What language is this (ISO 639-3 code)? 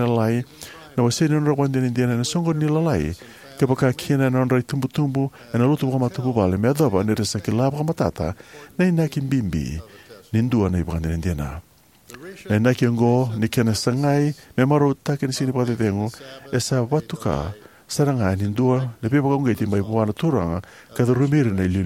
fij